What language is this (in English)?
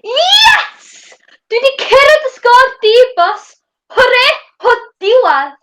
Welsh